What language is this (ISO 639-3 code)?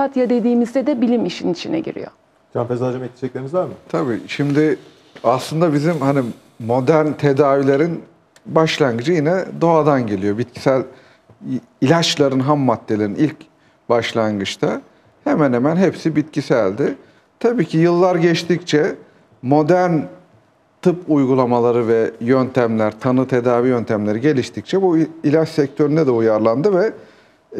tur